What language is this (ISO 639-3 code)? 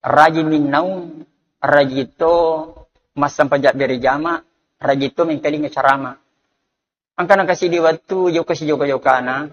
bug